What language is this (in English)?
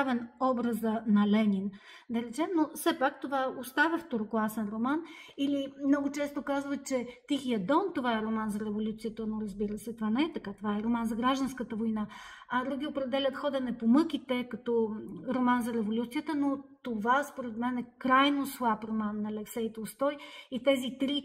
Bulgarian